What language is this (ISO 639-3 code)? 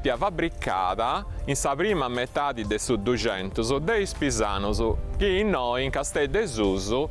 srd